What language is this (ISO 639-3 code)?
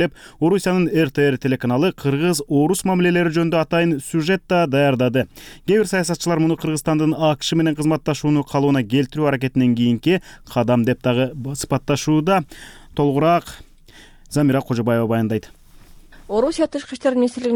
kir